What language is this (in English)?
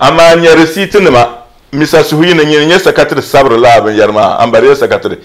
Dagbani